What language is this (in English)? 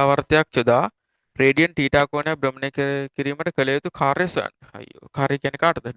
Sinhala